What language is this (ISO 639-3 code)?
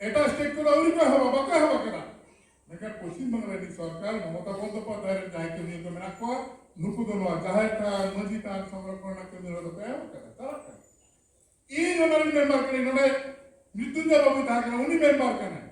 sat